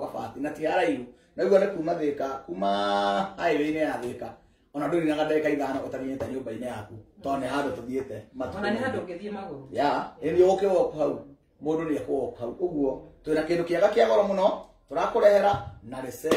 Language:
Kikuyu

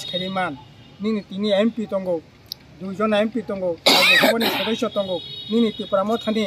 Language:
Kok Borok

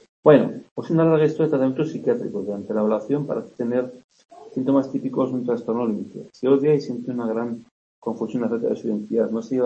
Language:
Spanish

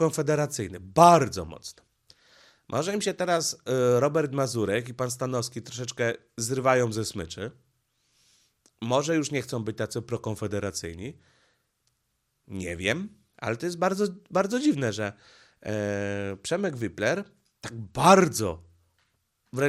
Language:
Polish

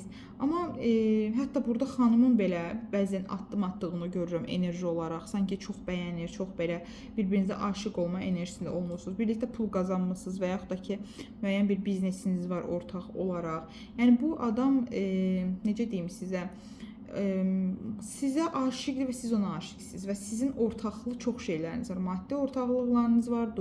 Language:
Azerbaijani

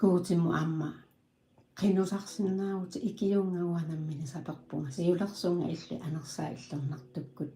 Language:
Kalaallisut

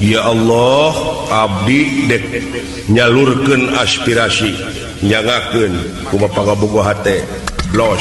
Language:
Sundanese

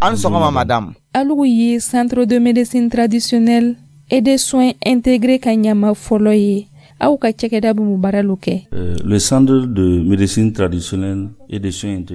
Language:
Dyula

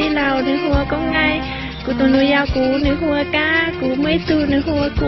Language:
Hmong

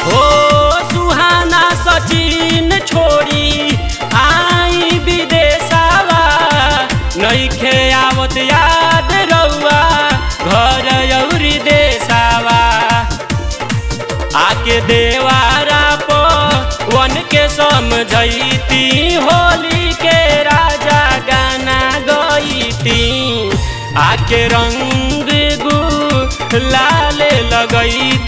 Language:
Bhojpuri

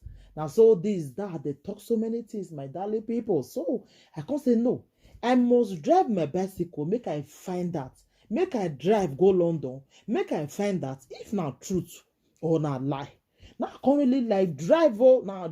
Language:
Nigerian Pidgin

